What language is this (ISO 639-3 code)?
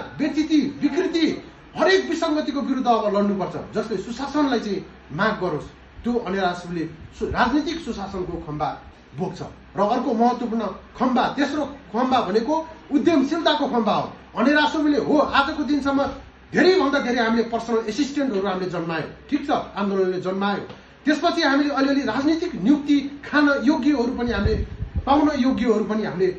nep